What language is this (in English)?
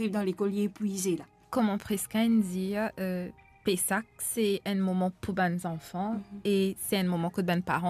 Morisyen